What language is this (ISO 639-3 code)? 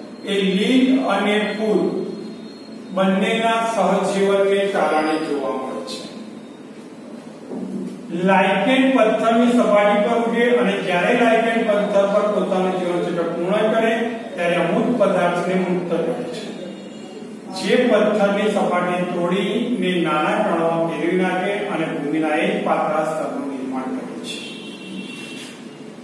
guj